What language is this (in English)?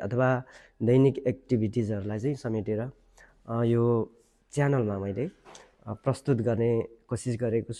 Nepali